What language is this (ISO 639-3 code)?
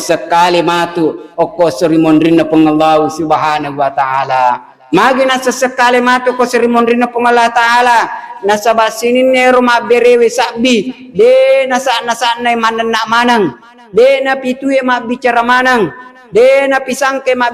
bug